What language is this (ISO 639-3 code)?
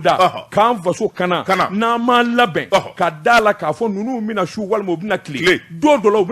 bam